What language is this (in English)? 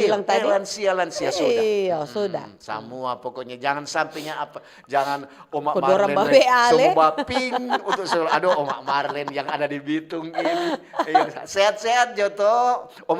Manado Malay